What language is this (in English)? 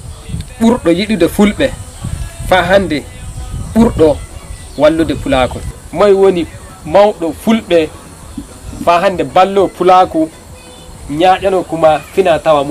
Nigerian Fulfulde